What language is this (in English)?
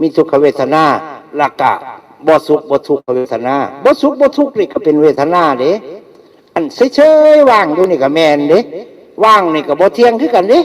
Northeastern Thai